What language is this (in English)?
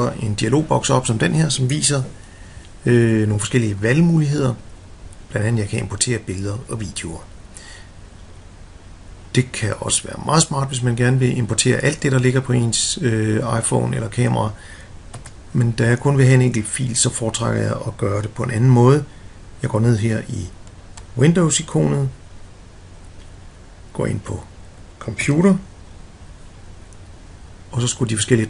Danish